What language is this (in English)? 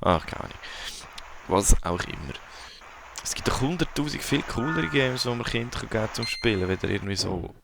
Swiss German